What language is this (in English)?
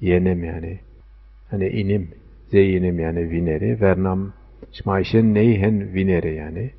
Zaza